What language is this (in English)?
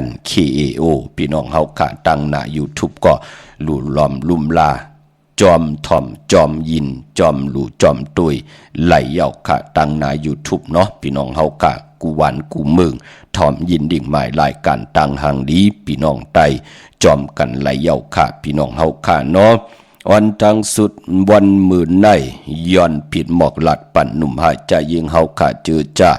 Shan